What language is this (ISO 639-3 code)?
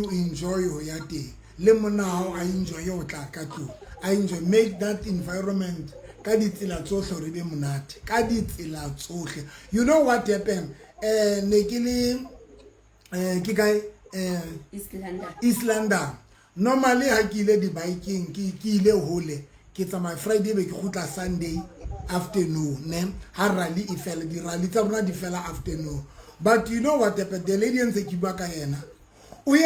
sot